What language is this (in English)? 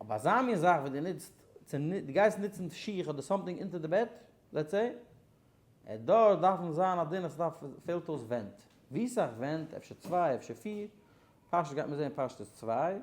Yiddish